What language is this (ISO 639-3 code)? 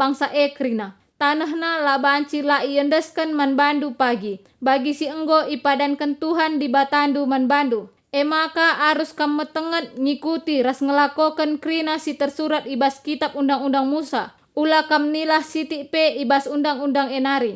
btx